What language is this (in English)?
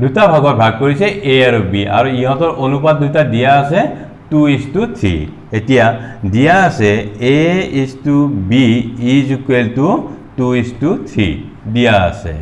Assamese